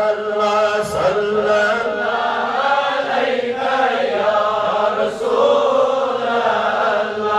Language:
Kashmiri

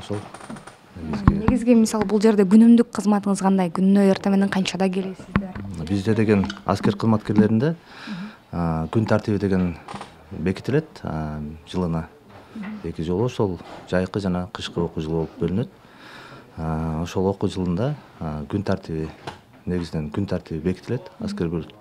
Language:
Kyrgyz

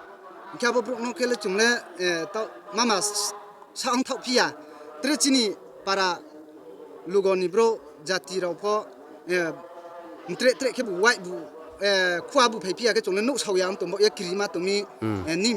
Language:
Riang (India)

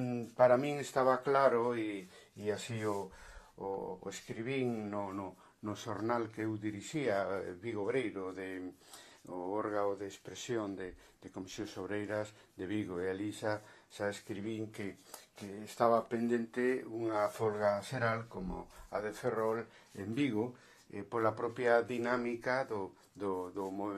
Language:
Galician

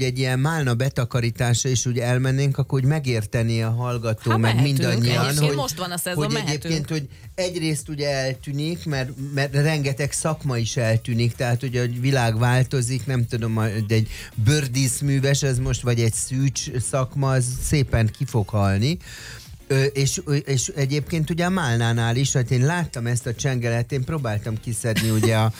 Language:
Hungarian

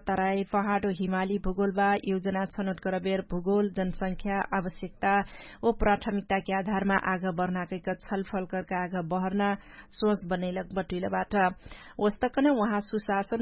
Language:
Dangaura Tharu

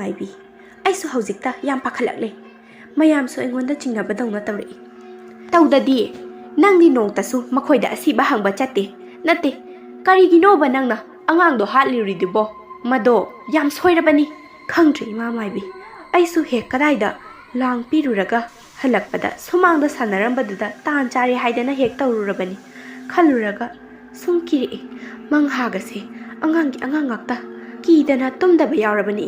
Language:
Manipuri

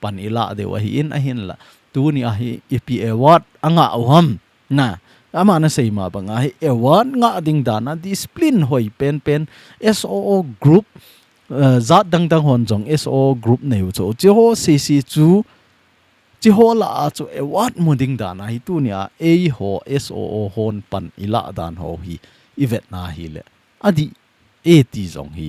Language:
Thado Chin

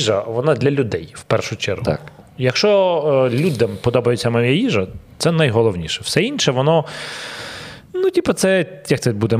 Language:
Ukrainian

